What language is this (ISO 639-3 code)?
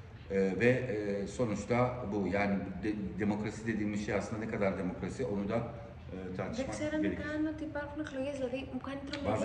tur